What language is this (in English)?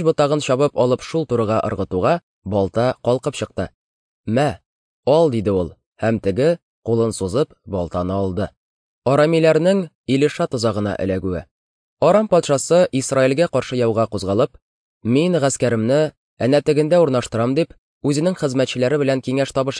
Tatar